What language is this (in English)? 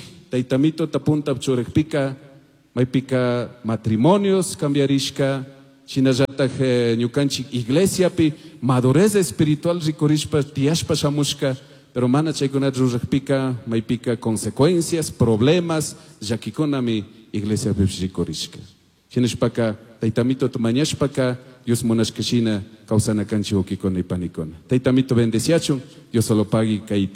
Chimborazo Highland Quichua